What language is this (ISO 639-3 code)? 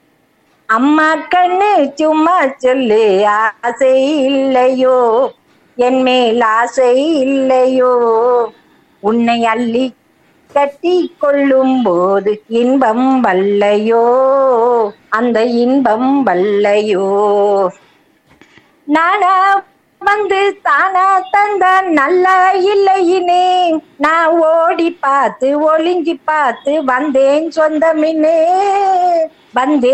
tam